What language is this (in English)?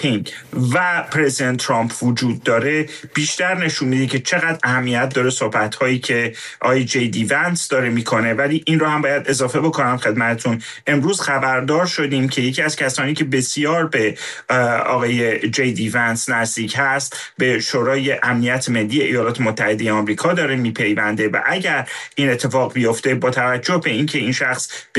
Persian